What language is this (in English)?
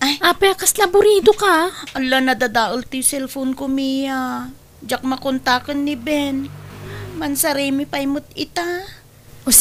Iloko